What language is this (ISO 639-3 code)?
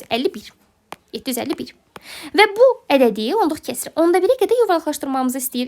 aze